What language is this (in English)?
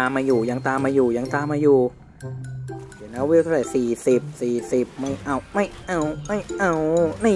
Thai